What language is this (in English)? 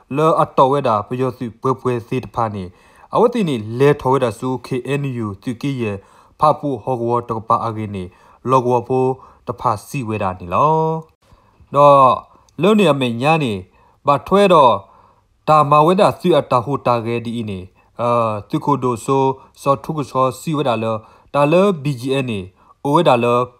S'gaw Karen